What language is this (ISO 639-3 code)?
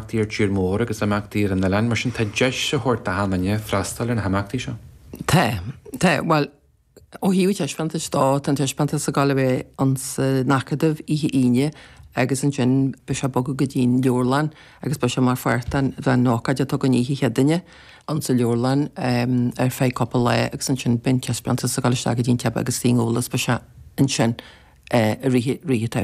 gle